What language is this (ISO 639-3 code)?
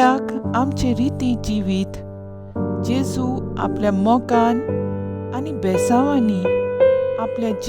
kok